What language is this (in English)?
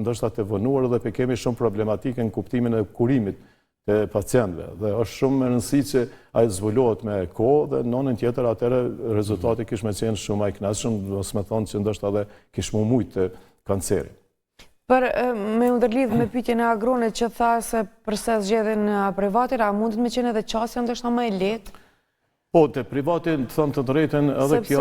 Albanian